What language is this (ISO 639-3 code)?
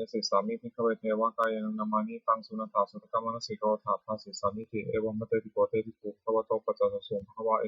pli